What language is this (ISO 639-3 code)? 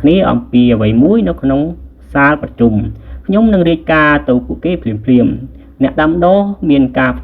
khm